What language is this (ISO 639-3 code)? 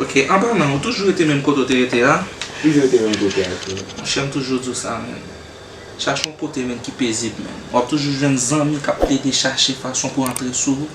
hat